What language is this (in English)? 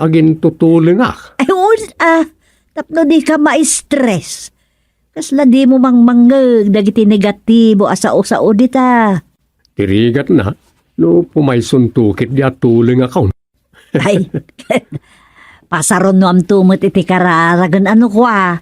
Iloko